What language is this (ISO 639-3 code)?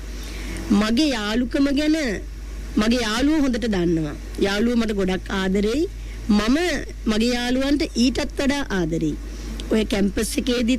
sin